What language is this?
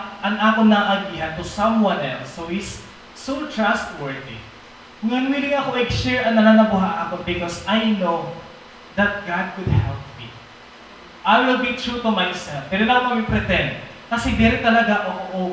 Waray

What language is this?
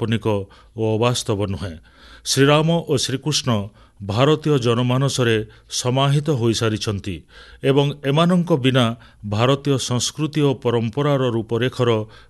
Odia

